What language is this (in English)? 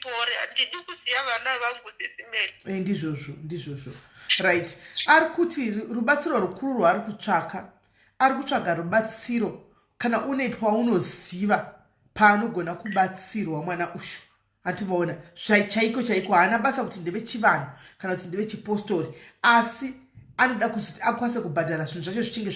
Shona